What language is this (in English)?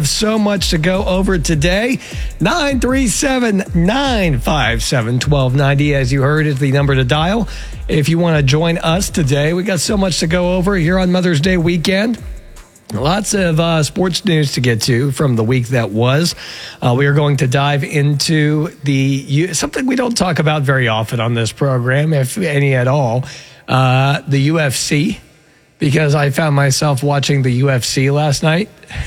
English